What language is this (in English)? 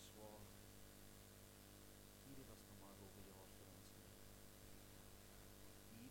Afrikaans